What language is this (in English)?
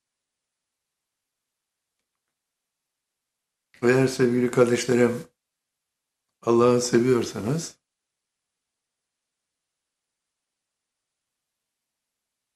Turkish